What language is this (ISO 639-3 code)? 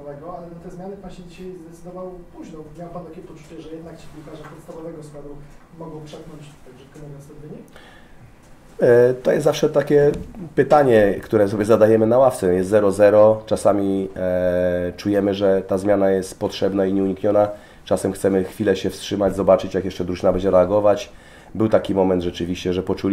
pol